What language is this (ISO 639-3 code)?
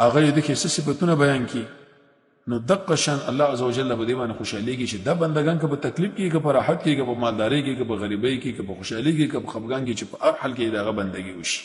pus